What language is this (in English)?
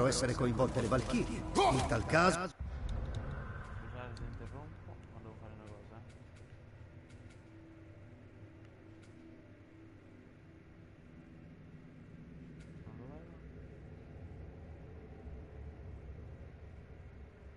Italian